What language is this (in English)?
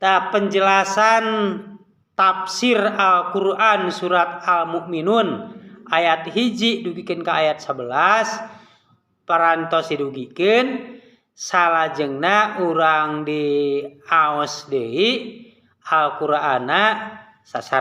Sundanese